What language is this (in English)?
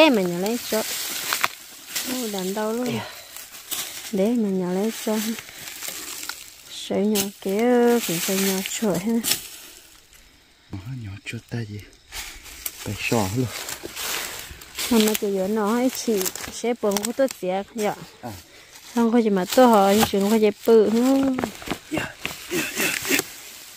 Vietnamese